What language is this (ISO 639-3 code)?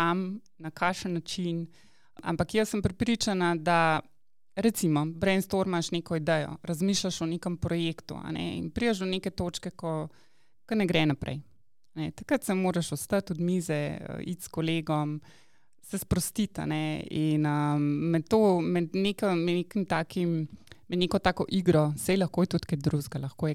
slv